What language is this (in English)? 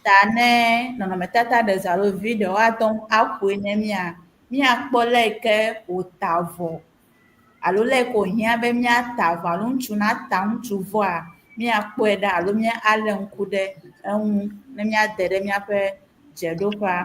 Ewe